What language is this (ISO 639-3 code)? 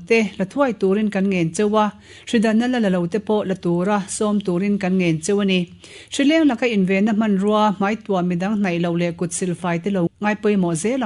lus